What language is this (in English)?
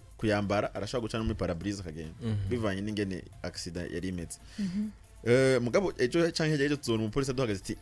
Rundi